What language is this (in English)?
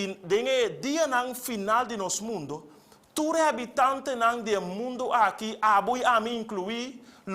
Papiamento